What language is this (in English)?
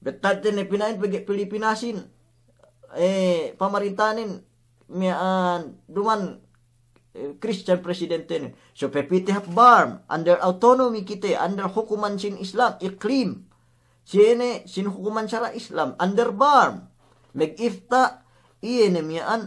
Yakan